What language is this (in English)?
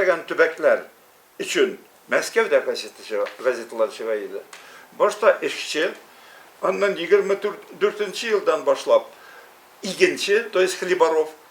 Tatar